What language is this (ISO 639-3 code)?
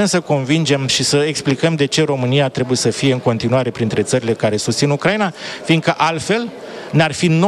ron